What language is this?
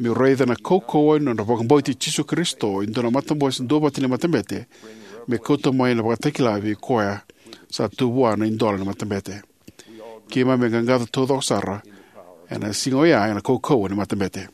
Fijian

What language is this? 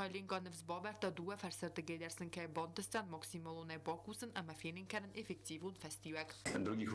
Ossetic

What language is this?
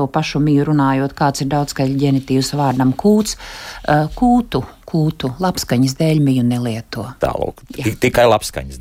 Latvian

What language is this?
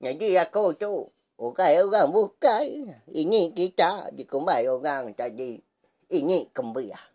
Iban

